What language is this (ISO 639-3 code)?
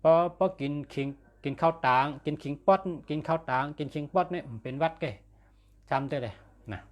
shn